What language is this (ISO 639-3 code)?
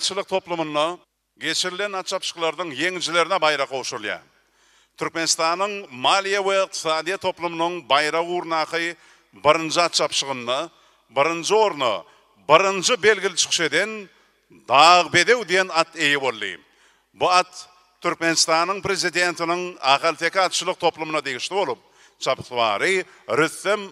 tuk